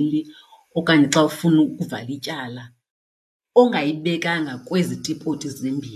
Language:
Xhosa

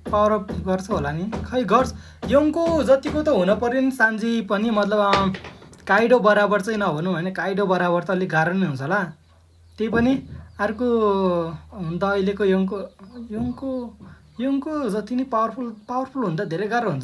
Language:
Nepali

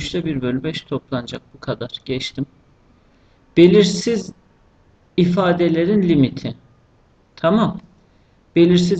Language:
Turkish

